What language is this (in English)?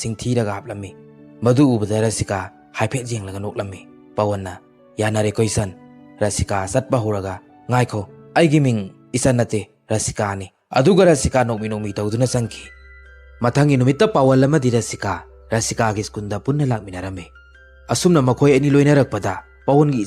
Manipuri